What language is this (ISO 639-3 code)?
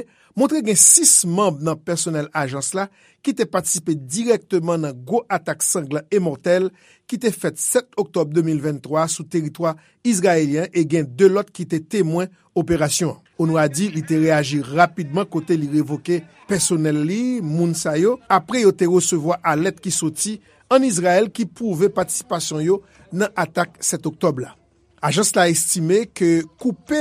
hat